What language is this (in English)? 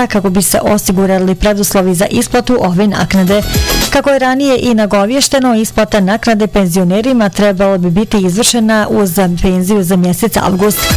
Bosnian